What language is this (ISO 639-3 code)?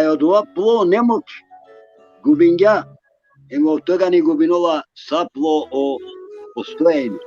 rmn